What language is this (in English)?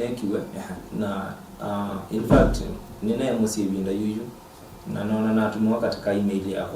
Kamba